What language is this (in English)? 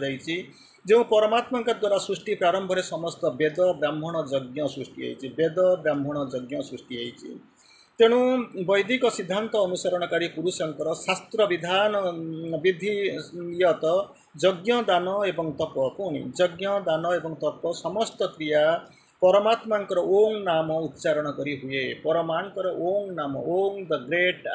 Odia